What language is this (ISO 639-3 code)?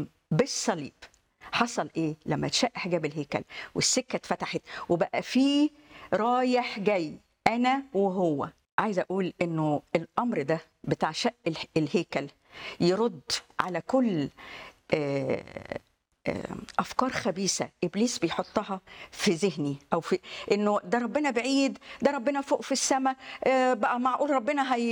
arz